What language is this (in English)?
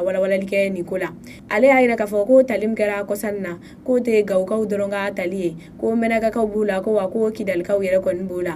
Bambara